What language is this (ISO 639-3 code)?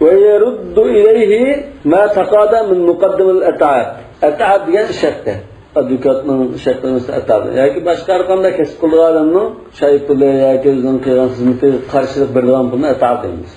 uig